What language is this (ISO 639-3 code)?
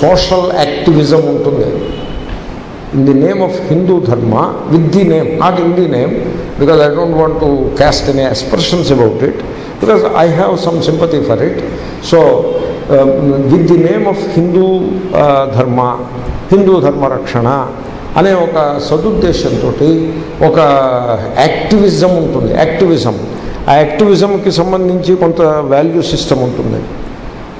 tel